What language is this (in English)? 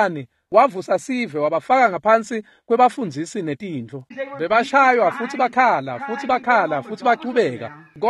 Swati